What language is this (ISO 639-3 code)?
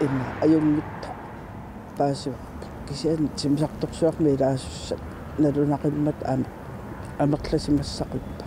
kal